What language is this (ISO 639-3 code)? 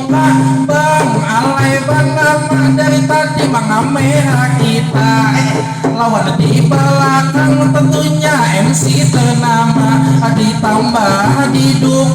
bjn